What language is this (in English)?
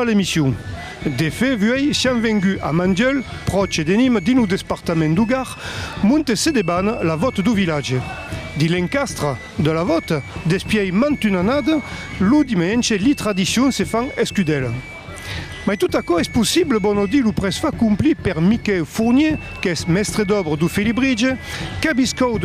Occitan